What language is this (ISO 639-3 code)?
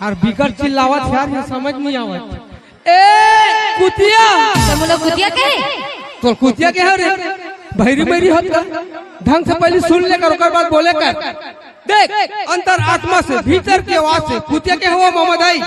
hne